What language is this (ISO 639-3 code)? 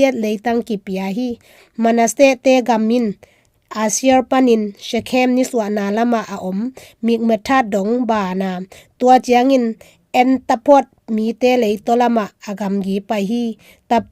ctd